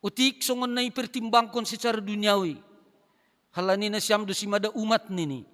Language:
Batak Simalungun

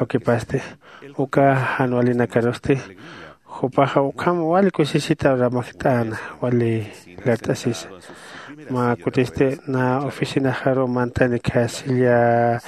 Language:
Aymara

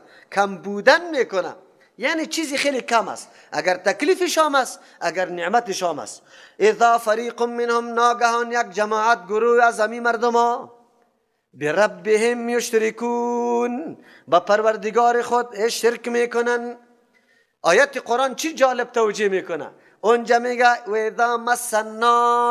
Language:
Persian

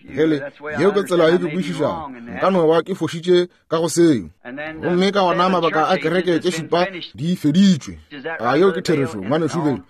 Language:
Northern Sotho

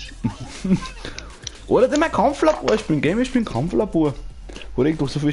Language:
Bavarian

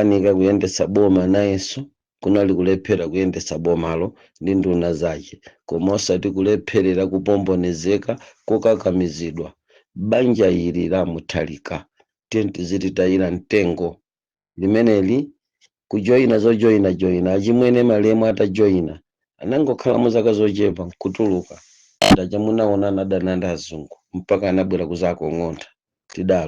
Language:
Nyanja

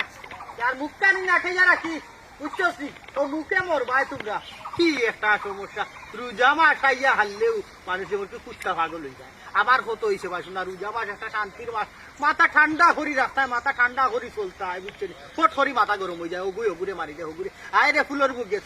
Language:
Sylheti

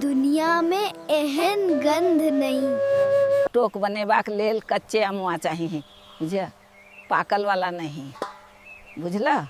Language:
Maithili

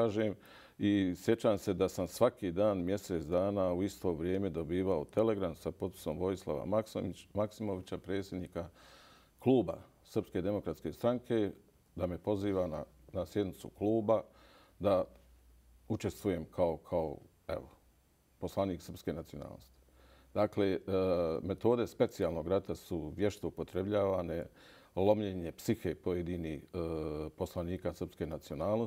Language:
Bosnian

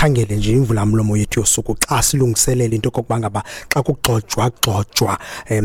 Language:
Xhosa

